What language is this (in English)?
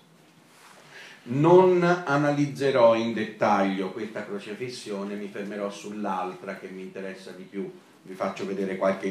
Italian